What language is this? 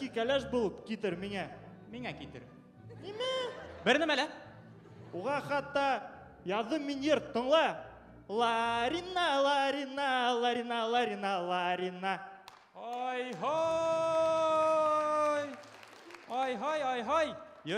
Bashkir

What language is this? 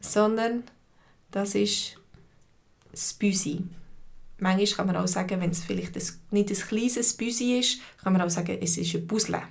Swiss German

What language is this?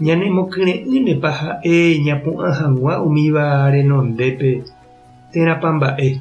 Guarani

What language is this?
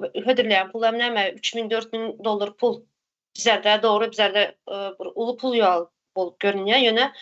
Turkmen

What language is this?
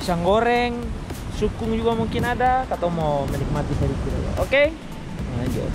Ambonese Malay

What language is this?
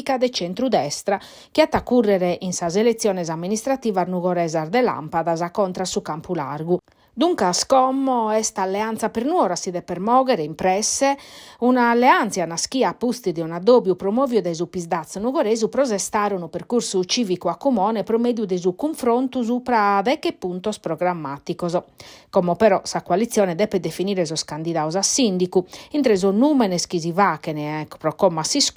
Sardinian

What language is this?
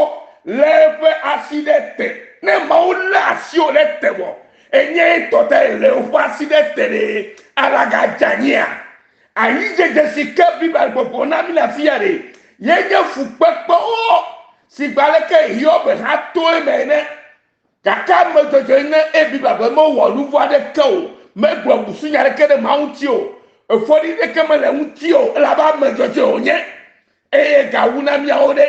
Ewe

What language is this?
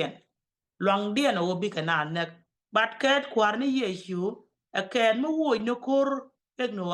Nuer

